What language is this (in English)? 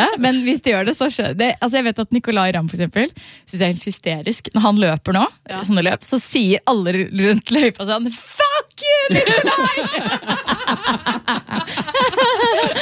Norwegian